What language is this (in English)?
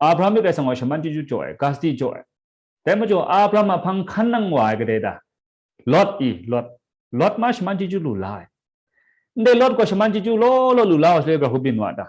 Kachin